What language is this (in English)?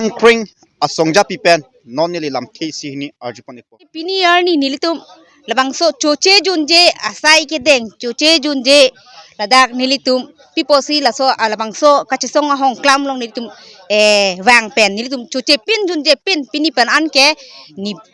Karbi